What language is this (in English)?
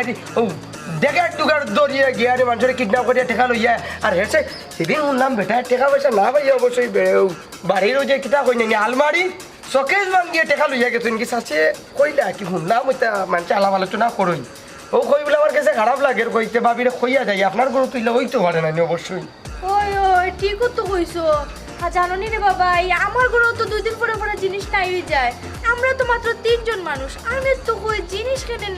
Sylheti